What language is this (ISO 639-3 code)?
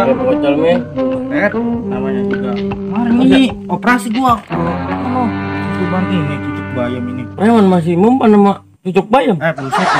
bew